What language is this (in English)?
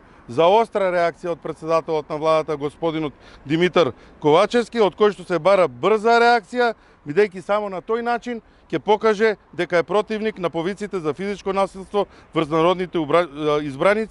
Macedonian